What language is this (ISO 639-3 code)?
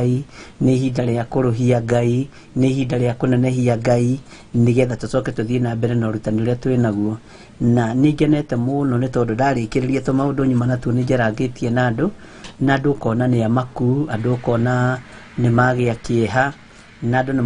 kik